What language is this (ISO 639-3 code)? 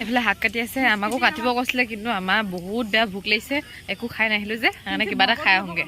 asm